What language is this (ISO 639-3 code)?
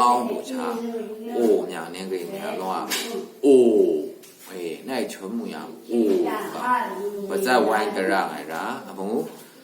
mhx